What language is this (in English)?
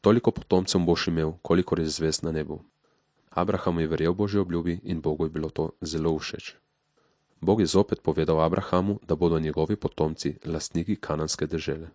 Slovenian